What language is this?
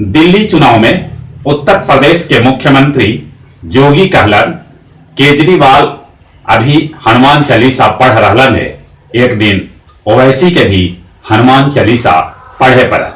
Magahi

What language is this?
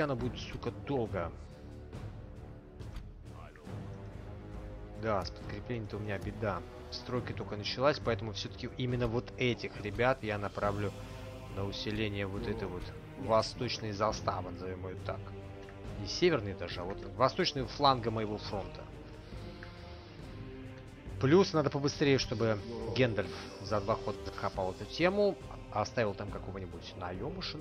Russian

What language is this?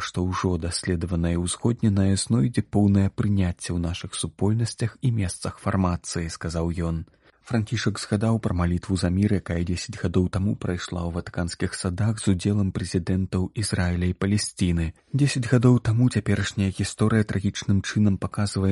Belarusian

